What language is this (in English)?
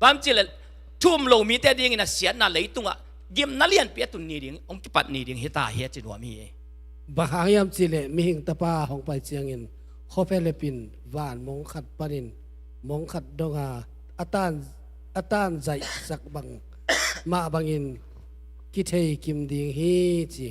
Tedim Chin